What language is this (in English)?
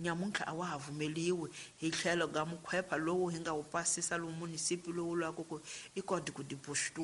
Tsonga